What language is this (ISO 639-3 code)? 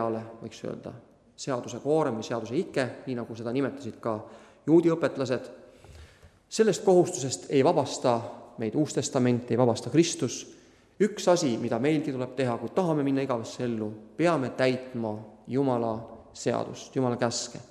est